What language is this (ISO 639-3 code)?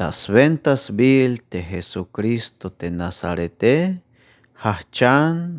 tzh